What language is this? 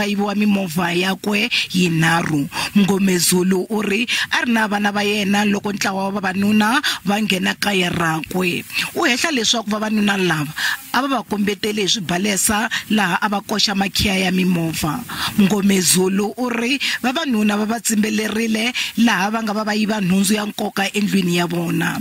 Tsonga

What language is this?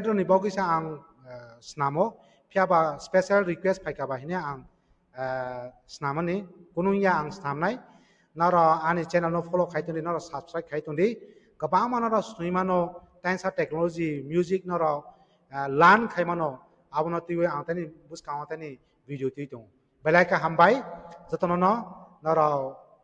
Kok Borok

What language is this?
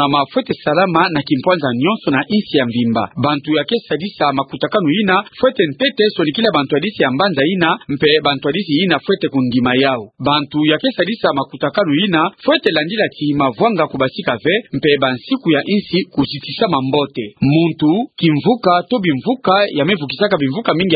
Kituba (Democratic Republic of Congo)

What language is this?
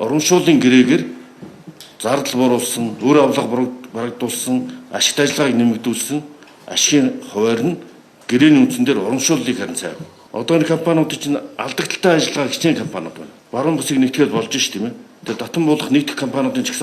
Mongolian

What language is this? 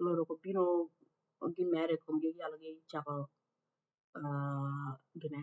Acoli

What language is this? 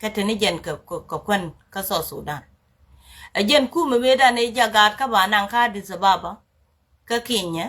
Nuer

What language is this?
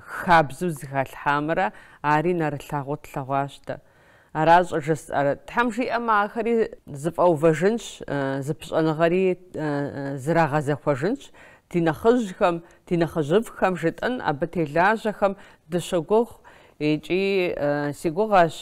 Kabardian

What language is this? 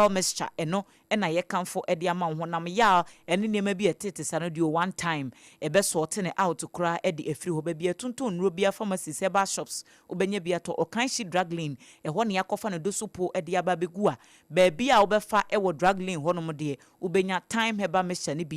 Akan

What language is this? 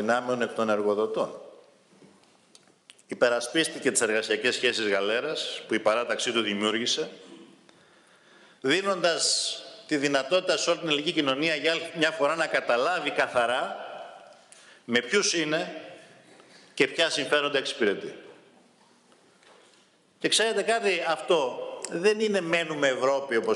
Greek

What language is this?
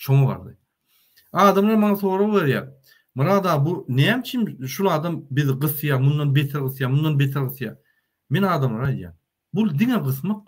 Turkmen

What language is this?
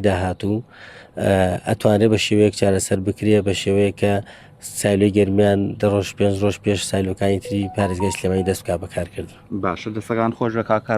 Central Kurdish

